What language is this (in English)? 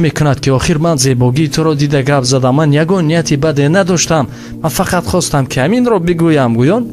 Tajik